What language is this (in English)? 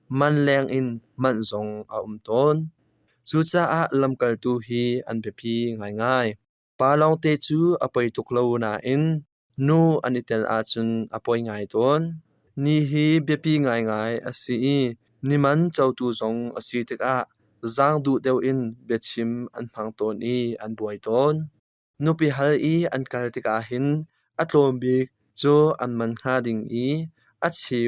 Hakha Chin